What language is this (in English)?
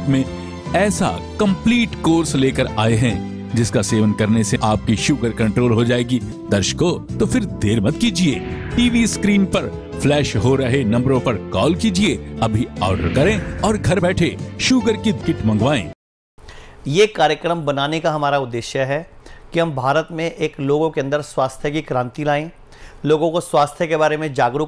Hindi